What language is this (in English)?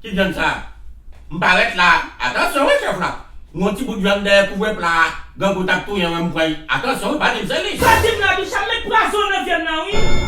Haitian Creole